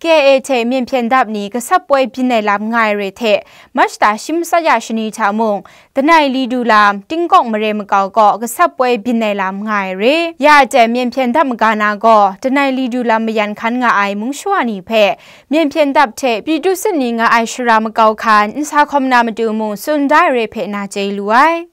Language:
Kachin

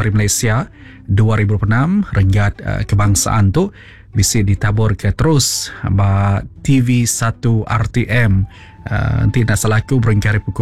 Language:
Iban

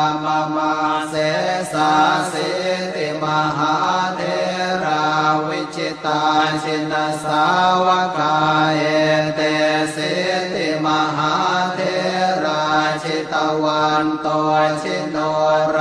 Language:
Pali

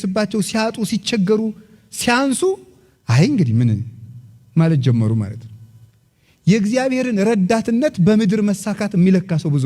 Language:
Amharic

